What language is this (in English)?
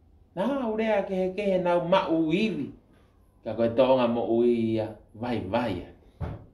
Tongan